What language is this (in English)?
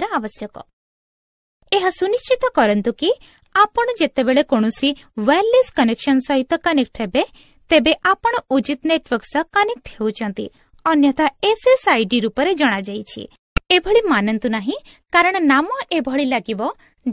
Odia